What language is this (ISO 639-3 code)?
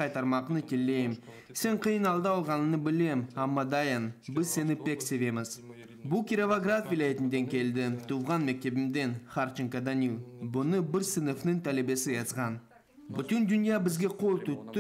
crh